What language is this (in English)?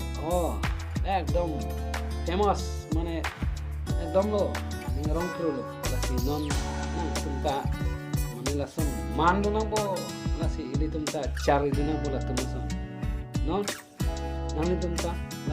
Karbi